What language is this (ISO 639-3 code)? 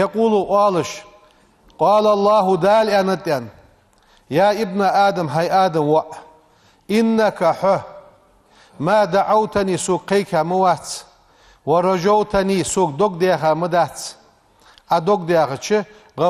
inh